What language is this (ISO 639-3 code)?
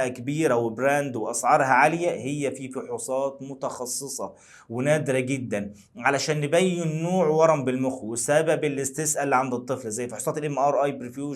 arz